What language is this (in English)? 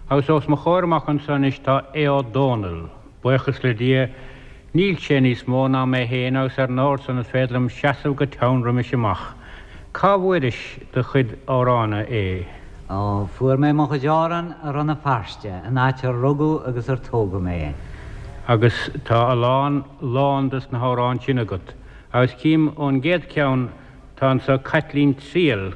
Irish